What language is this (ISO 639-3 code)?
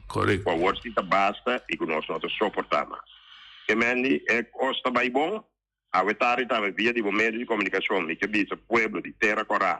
pap